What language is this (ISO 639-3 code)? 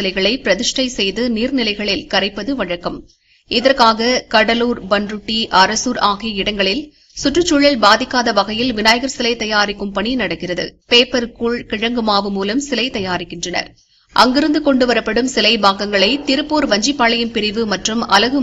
tam